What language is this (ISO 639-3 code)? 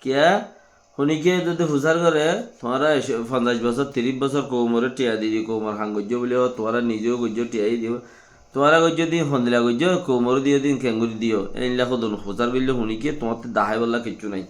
rhg